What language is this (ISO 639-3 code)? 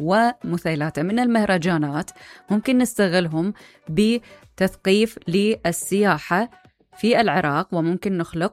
acm